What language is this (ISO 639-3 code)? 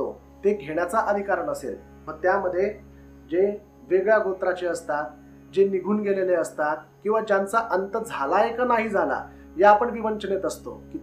mar